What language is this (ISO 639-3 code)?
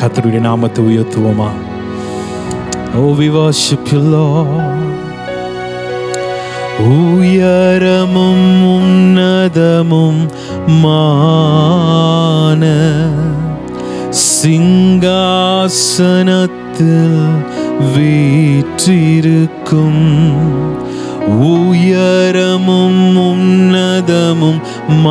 tam